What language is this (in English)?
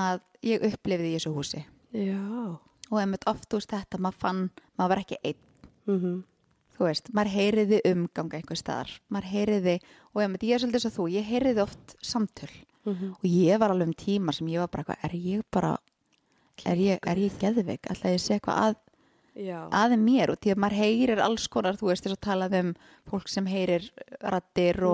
Icelandic